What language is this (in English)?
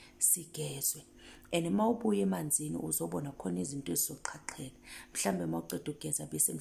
Zulu